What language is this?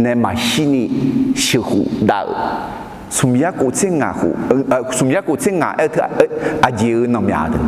Akha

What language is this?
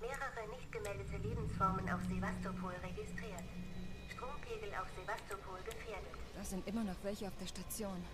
Bavarian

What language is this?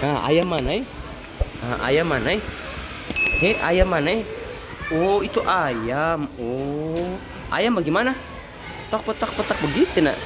Ambonese Malay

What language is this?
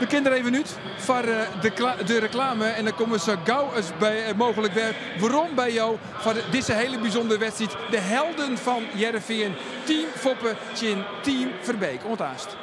Western Frisian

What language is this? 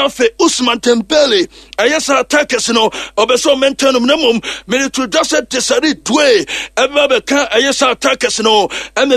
Akan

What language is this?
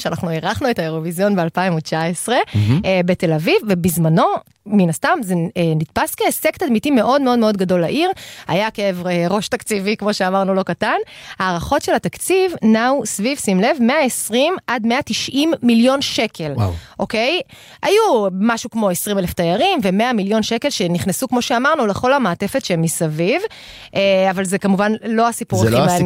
Hebrew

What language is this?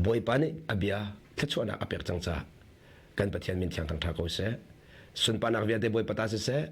Hakha Chin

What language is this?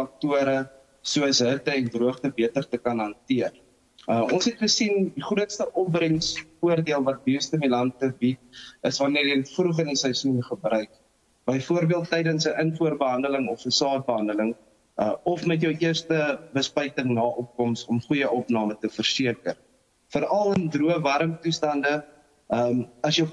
Afrikaans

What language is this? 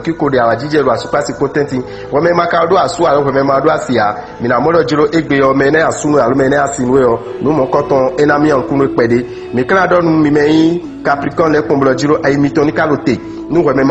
Fon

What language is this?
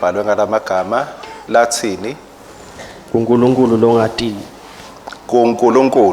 Swati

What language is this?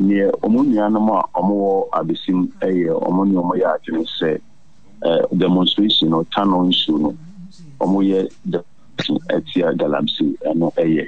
Akan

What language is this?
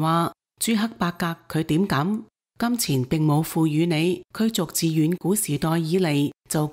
Cantonese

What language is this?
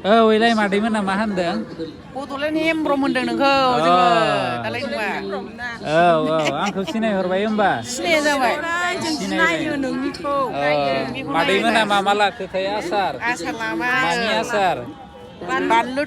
Bodo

